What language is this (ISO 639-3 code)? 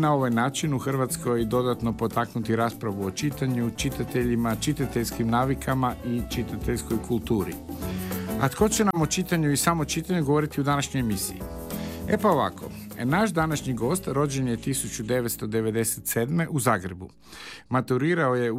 hrv